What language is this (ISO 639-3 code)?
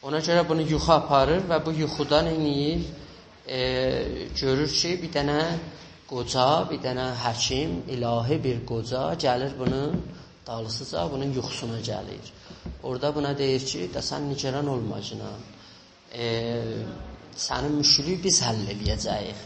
azb